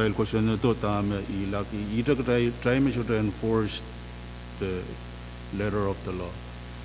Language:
Pohnpeian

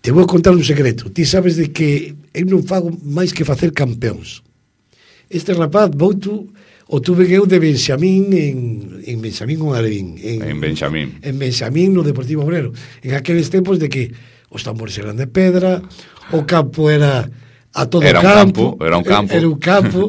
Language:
Galician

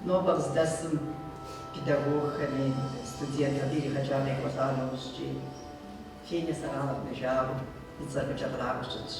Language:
Kabardian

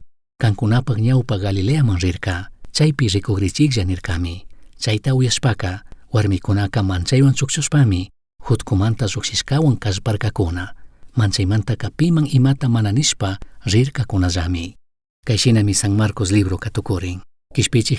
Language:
Chimborazo Highland Quichua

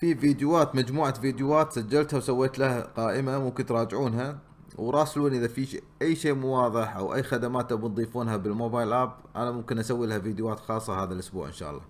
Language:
Gulf Arabic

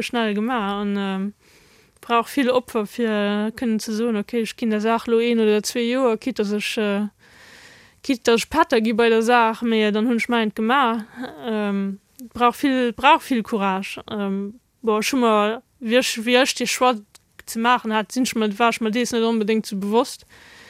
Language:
Luxembourgish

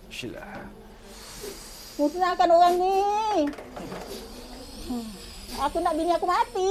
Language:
Malay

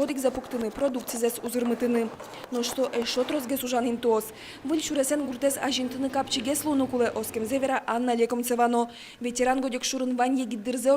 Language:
Udmurt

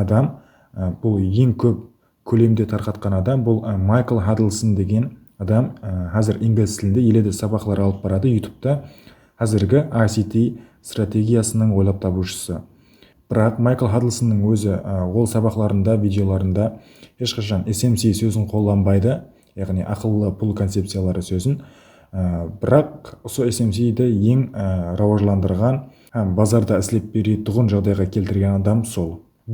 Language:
Kara-Kalpak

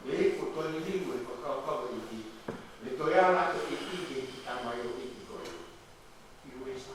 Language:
Tongan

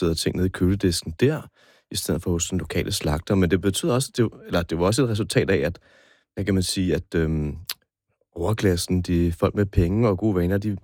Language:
Danish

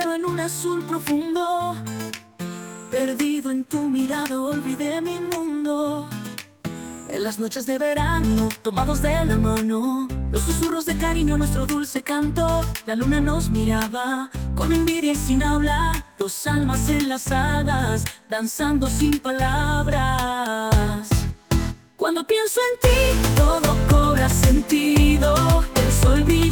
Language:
Spanish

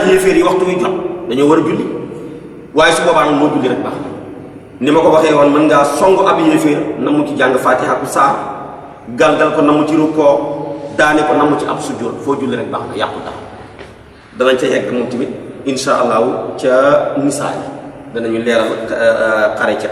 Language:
Wolof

